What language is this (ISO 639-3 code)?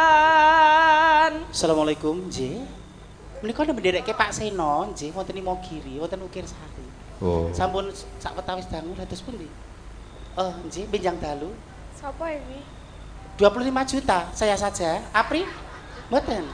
jav